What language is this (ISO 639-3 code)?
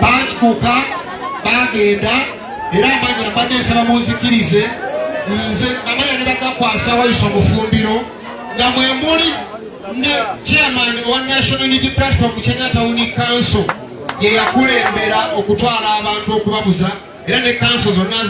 lug